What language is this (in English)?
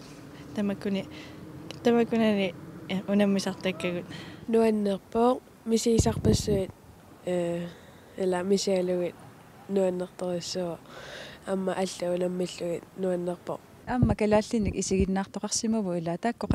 Kalaallisut